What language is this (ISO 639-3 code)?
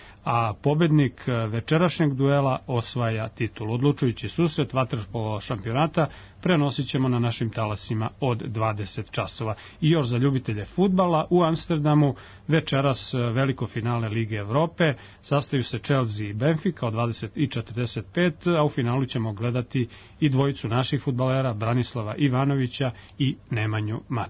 srp